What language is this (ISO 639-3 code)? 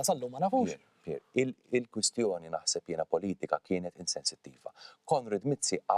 mlt